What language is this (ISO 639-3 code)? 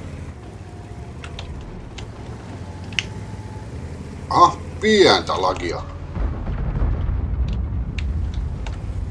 fin